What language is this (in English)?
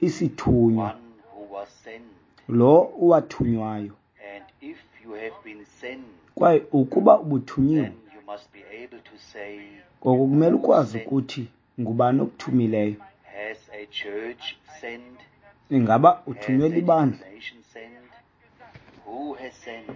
Xhosa